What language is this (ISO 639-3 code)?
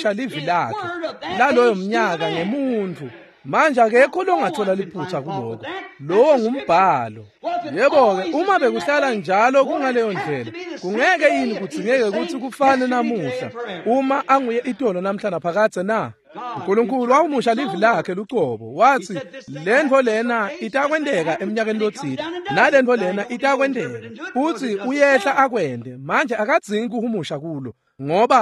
ssw